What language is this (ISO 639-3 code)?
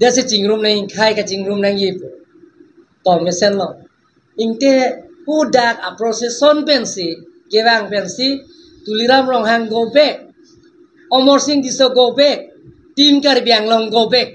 mjw